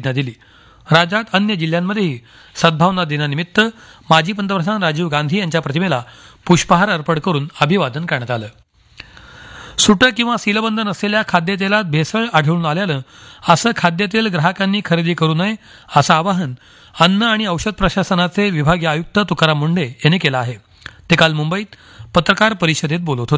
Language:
Marathi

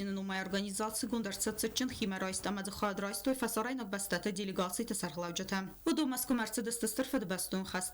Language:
Ossetic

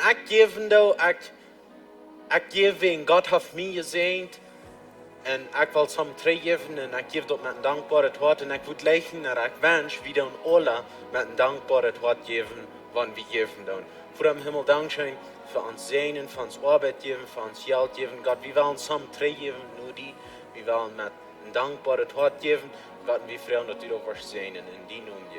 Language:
Plautdietsch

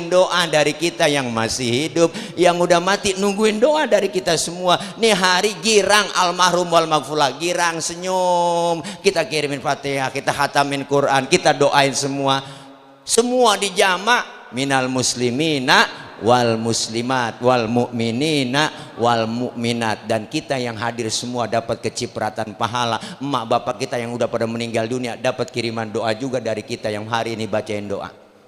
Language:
Betawi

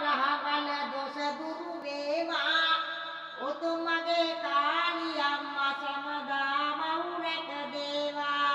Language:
Sinhala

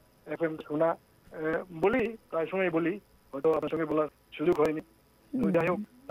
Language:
Bangla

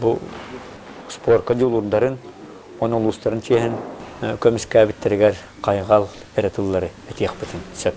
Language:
Yakut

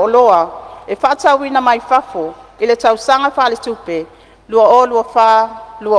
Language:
Samoan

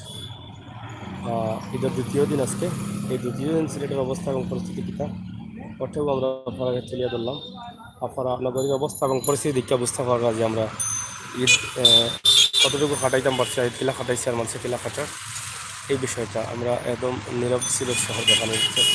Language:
Sylheti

